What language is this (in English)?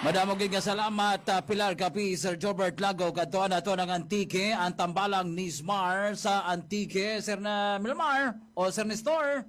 Hiligaynon